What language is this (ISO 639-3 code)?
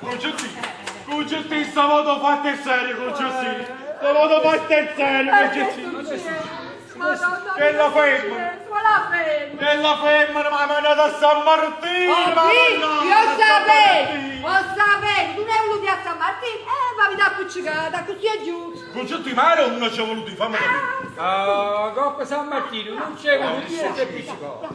nap